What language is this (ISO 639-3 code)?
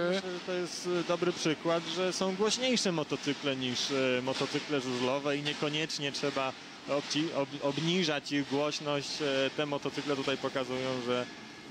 pol